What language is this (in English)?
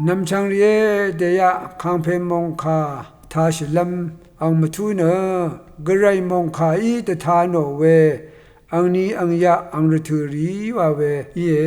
Rawang